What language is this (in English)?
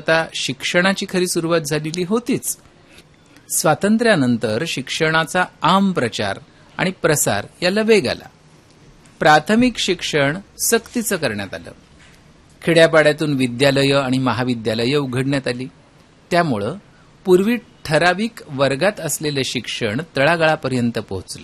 Marathi